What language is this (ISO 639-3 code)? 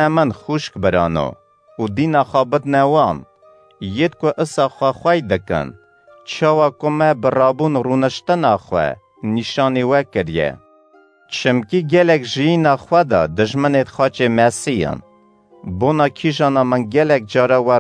kur